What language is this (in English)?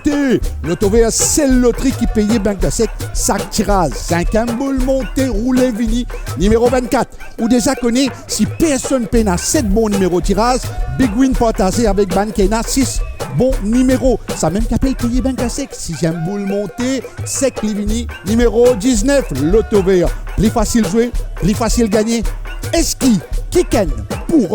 Morisyen